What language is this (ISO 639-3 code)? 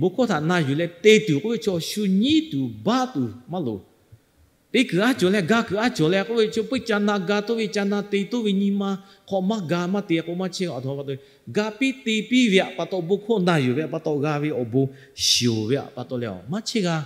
lhu